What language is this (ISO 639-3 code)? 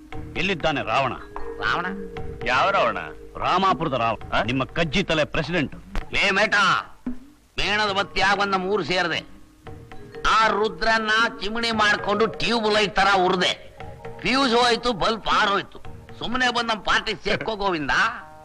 kan